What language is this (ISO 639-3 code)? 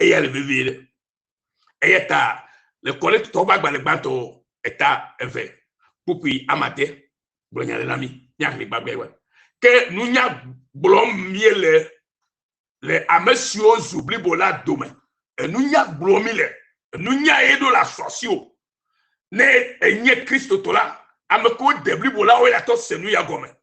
ewe